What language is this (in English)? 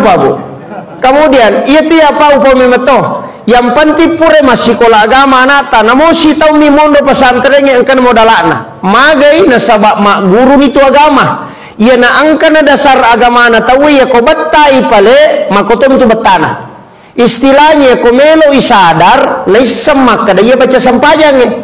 Buginese